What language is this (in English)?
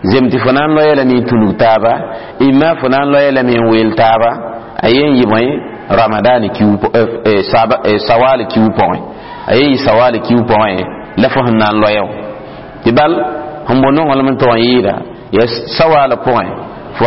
Mossi